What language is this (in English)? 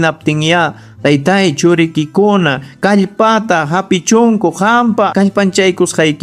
Ayacucho Quechua